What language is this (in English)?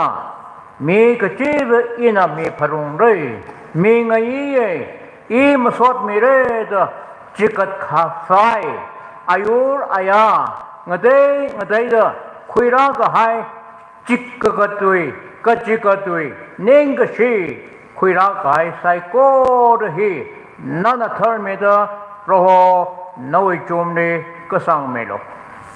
Tangkhul Naga (India)